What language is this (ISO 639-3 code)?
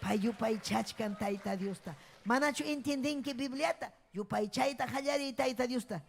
quy